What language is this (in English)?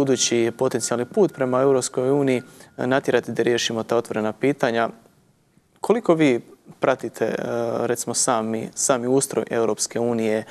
Bosnian